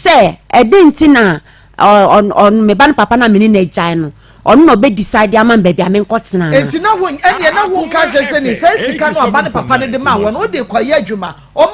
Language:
Akan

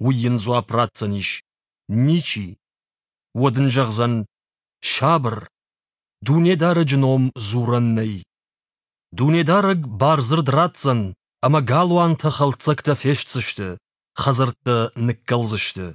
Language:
Ossetic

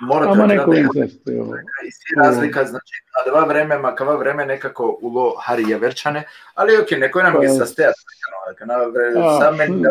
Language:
Balkan Romani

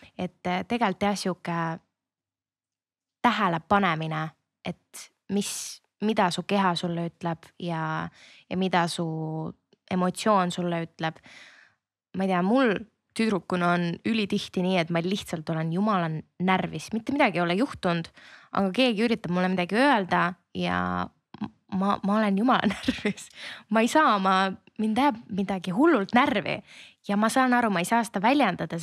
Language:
Estonian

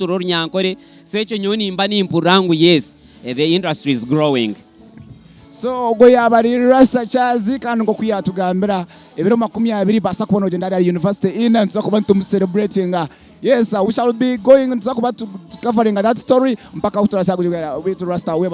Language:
Nyankole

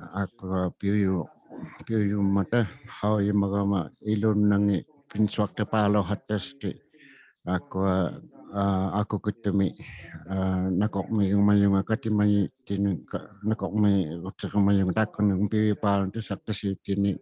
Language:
Inuktitut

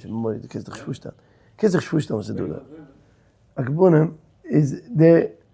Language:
Yiddish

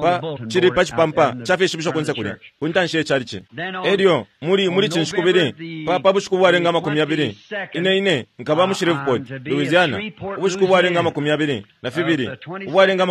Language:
Bemba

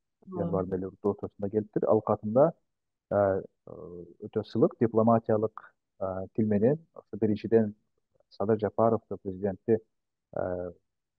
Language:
Kyrgyz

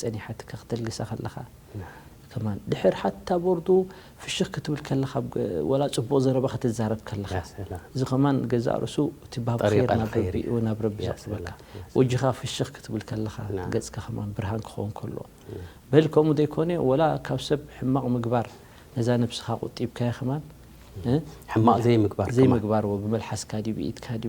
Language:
Tigrinya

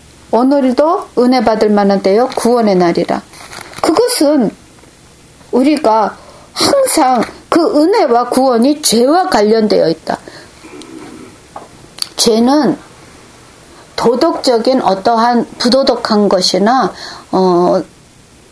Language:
Korean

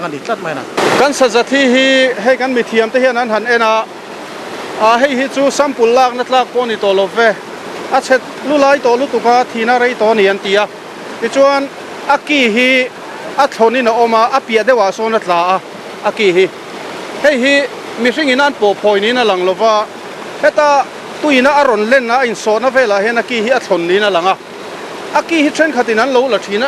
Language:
Mizo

